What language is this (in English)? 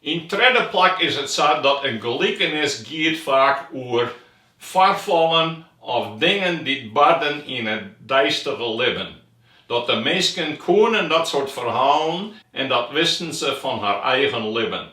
Western Frisian